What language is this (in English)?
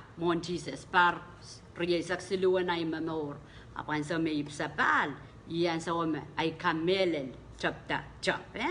Pohnpeian